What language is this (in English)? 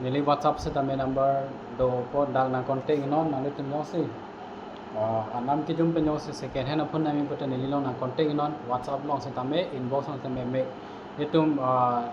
Karbi